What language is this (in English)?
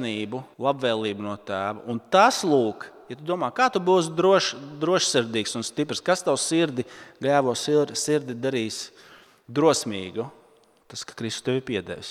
Latvian